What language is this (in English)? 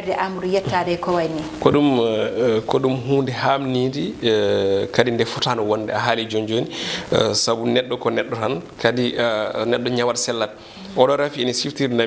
Fula